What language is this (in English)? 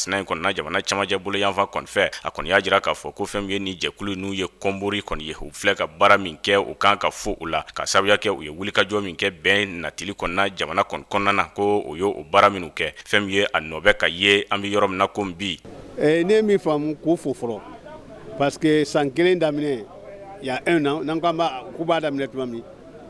Bambara